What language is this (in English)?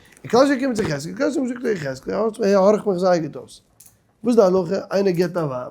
Yiddish